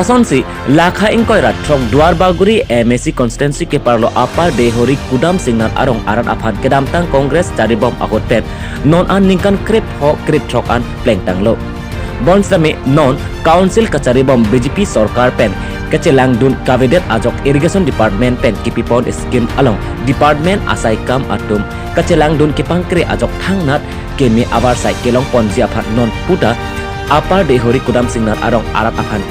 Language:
Karbi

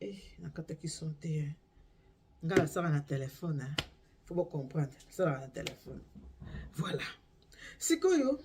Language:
Lingala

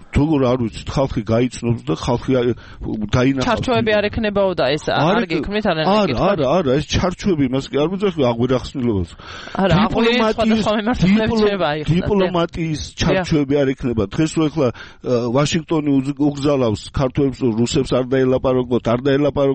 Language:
Georgian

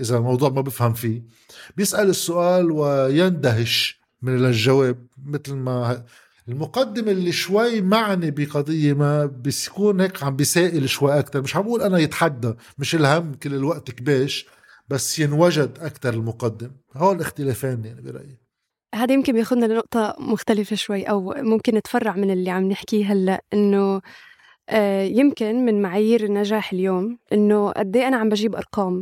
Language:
North Levantine Arabic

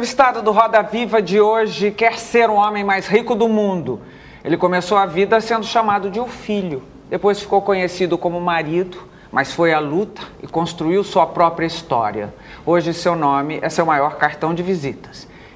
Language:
Portuguese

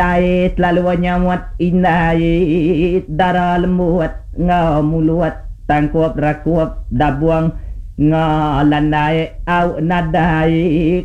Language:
Iban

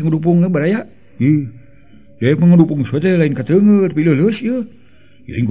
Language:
Sundanese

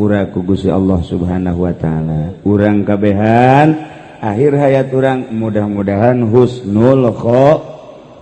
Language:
Sundanese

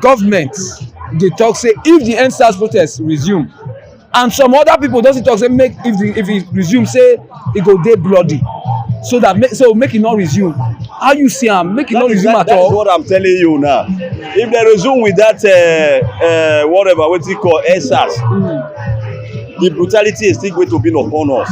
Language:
Nigerian Pidgin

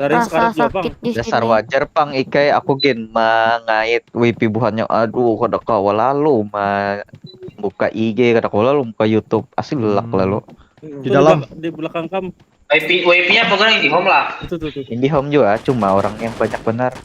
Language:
Banjar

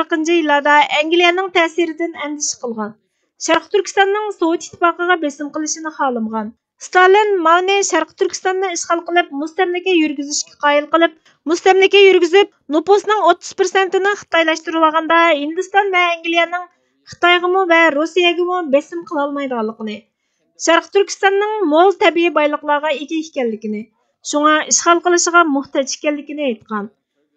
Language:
Uyghur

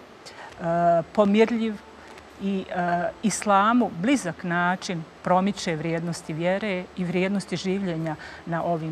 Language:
Bosnian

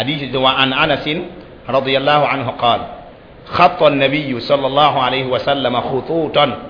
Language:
Mossi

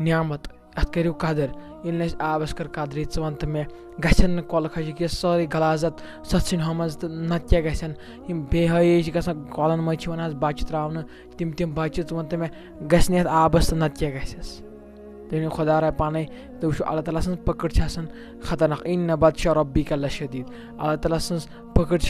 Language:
Kashmiri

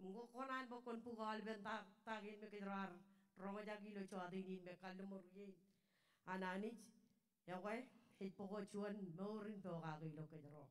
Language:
Marshallese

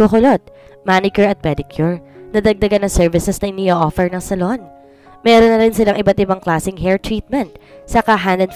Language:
Filipino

